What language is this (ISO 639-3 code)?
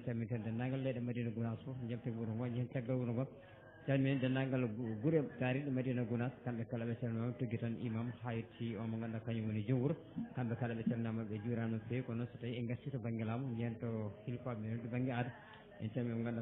ful